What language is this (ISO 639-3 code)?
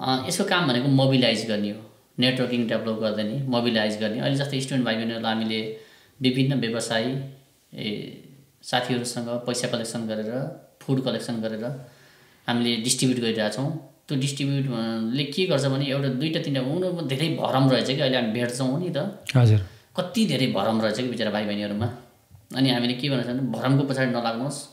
nep